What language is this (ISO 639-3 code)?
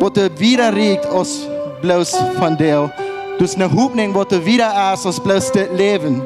pdt